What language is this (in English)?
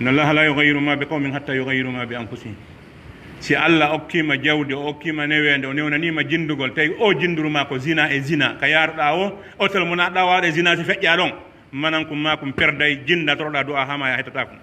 Pular